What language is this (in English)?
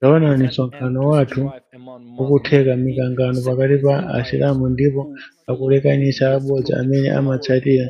Nyanja